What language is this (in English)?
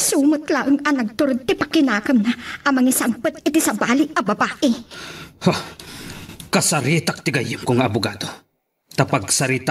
Iloko